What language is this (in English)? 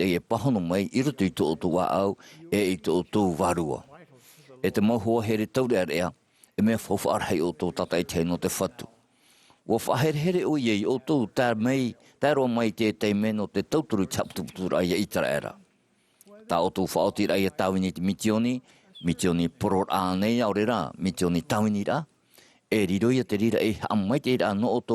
Tahitian